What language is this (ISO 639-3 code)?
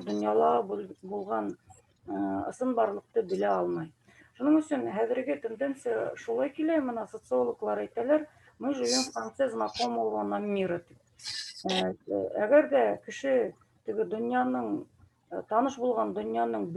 bak